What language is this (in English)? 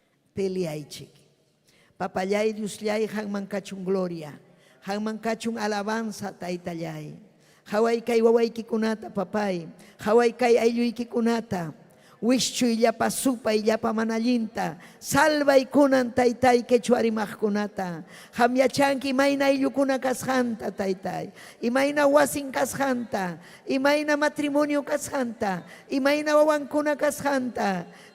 Ayacucho Quechua